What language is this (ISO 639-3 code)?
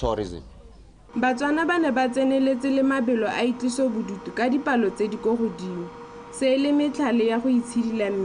tsn